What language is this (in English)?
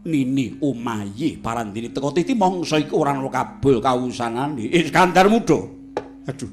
Javanese